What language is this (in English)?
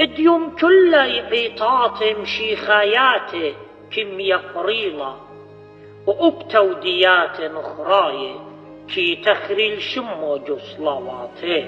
Assyrian Neo-Aramaic